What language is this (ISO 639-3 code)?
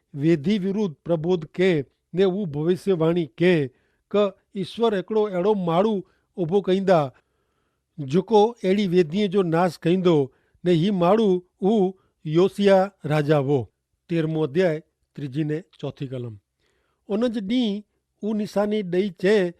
kfr